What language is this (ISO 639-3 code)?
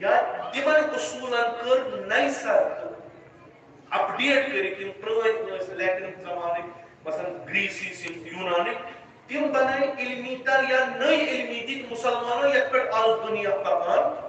kas